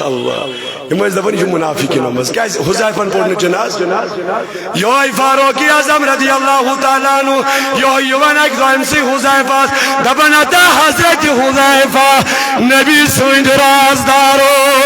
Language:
Kashmiri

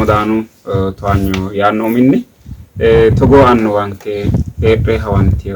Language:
Sidamo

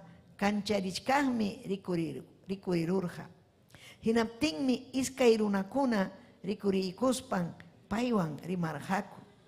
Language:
Ayacucho Quechua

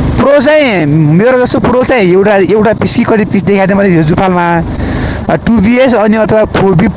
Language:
Nepali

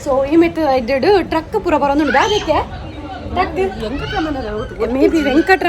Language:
Tulu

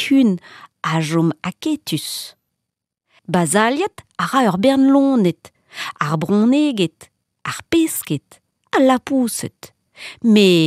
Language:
Breton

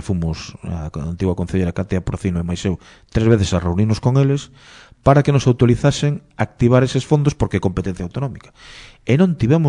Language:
Galician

